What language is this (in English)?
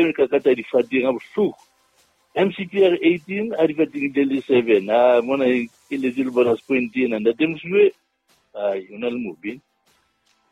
Southern Sotho